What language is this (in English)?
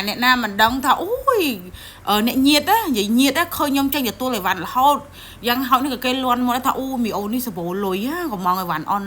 Khmer